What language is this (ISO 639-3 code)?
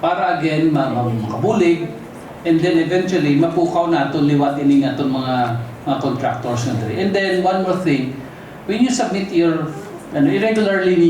hil